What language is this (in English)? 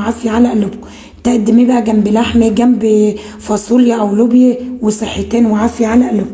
Egyptian Arabic